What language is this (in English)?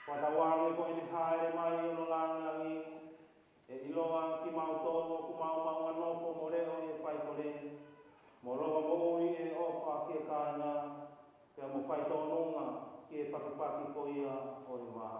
Tongan